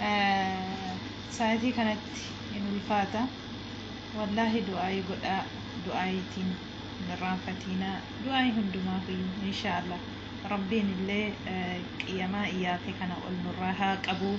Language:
Oromo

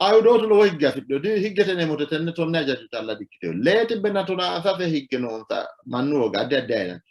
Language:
Sidamo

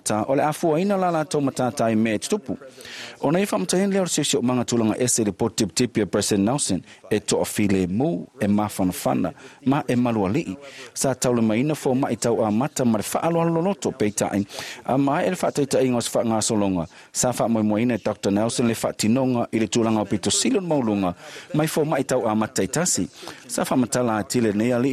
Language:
Samoan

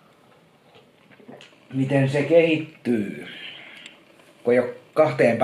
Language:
Finnish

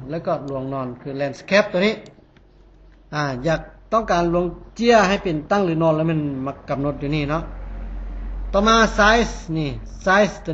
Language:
Lao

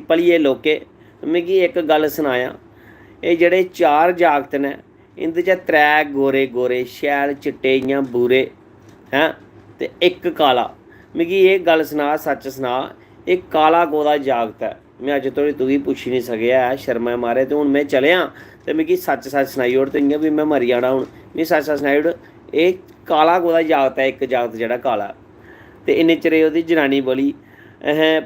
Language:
Dogri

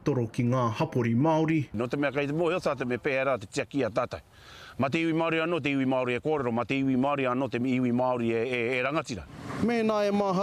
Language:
Māori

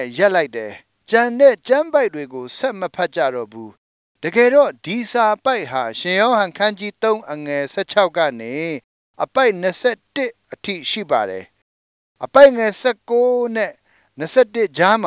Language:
Burmese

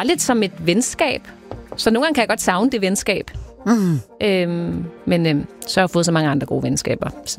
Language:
Danish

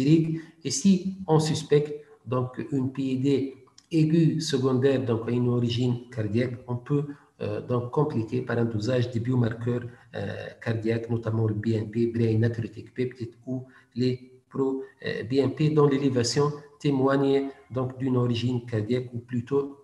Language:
French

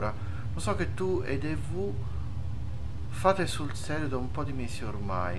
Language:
Italian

